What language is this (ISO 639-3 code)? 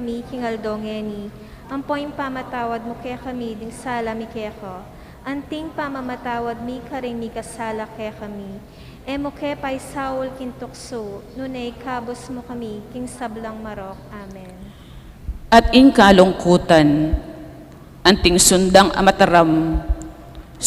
pam